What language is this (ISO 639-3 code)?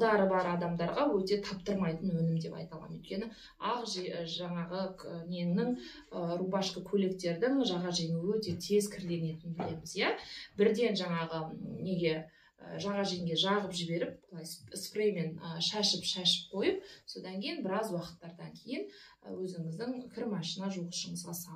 kaz